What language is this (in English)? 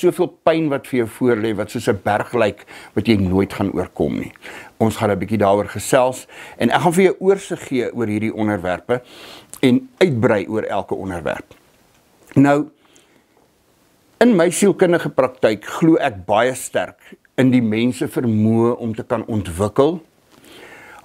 Afrikaans